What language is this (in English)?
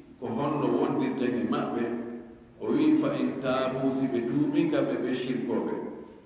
Fula